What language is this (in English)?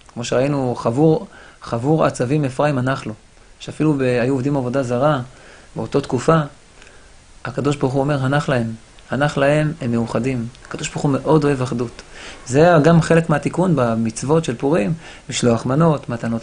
Hebrew